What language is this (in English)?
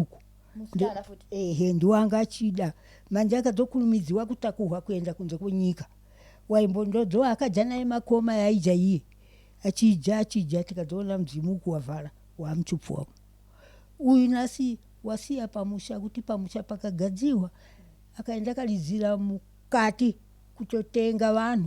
Shona